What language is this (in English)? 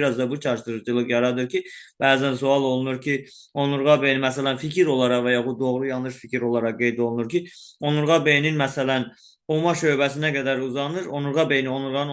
Azerbaijani